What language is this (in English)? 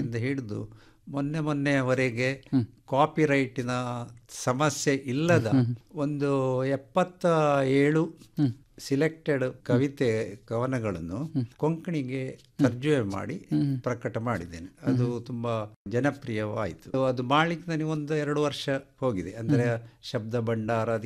Kannada